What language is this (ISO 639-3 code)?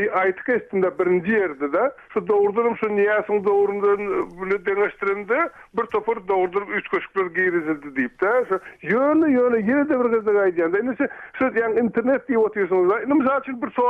tuk